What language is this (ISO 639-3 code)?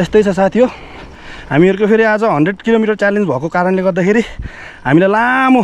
nep